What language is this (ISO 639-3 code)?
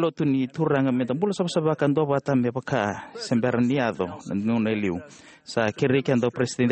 fij